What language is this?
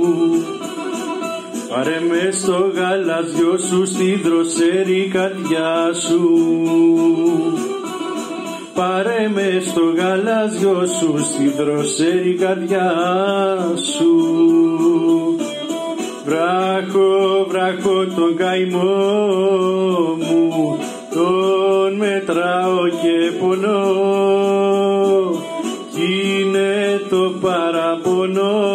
Greek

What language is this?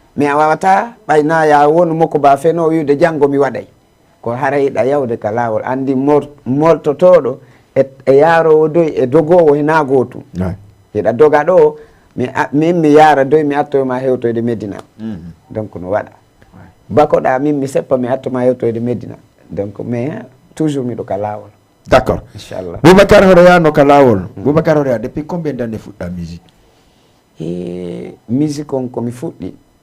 Fula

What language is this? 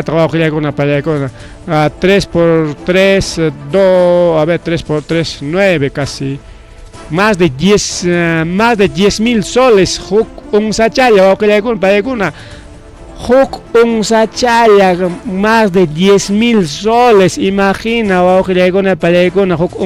Ayacucho Quechua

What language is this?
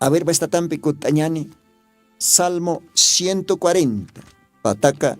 Aymara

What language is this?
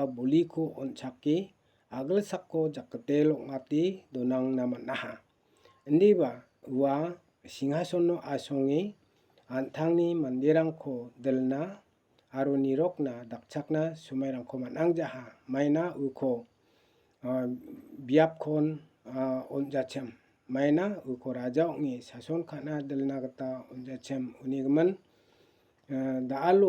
Garo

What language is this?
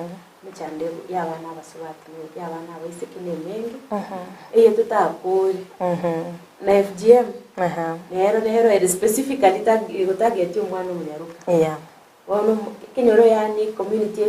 Gusii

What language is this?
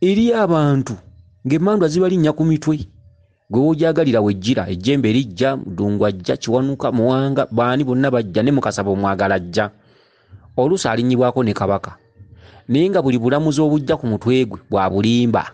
Ganda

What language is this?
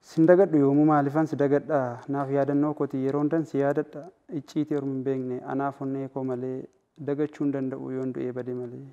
Oromo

